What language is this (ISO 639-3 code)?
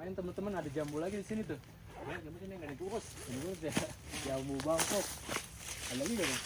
bew